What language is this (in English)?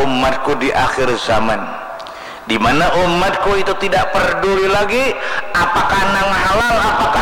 Banjar